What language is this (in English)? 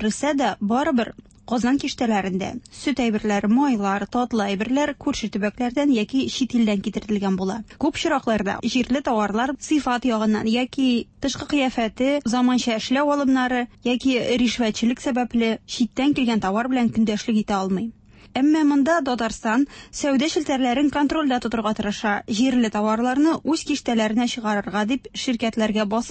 Tatar